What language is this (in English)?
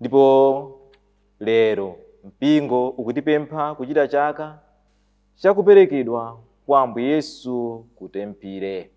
Nyanja